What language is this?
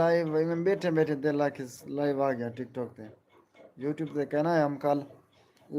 Saraiki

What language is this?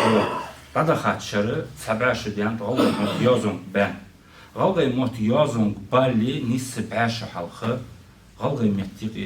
Ingush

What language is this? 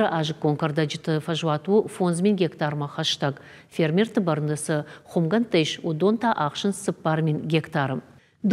Ossetic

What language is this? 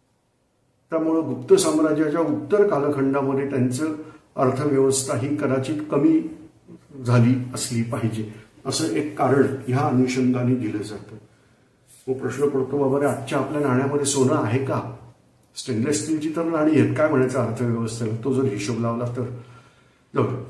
Marathi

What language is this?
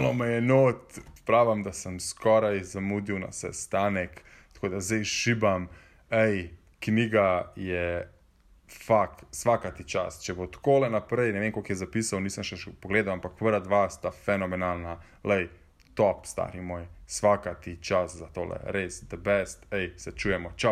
Slovenian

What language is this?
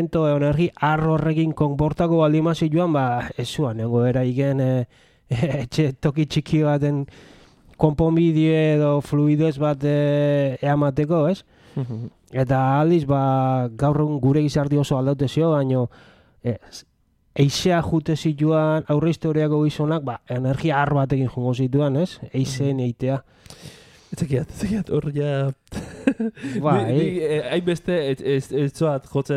Basque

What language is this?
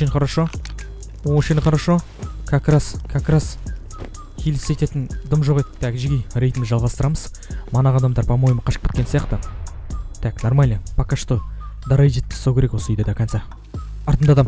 Kazakh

